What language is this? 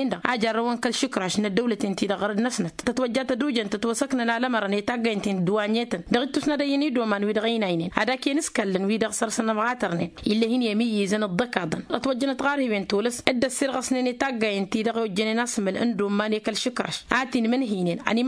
Tamasheq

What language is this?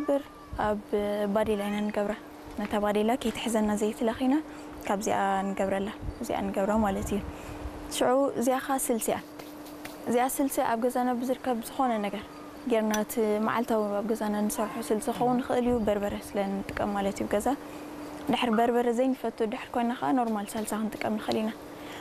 Tigrinya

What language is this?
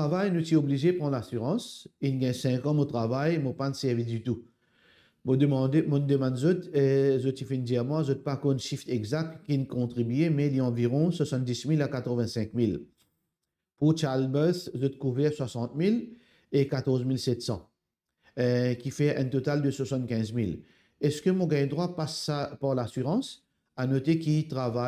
Morisyen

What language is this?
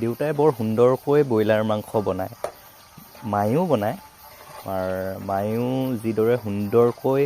Assamese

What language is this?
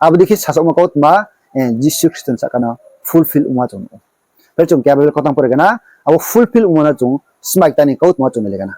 Riang (India)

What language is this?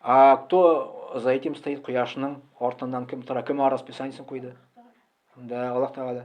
Tatar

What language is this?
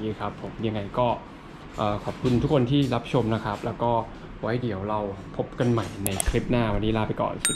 Thai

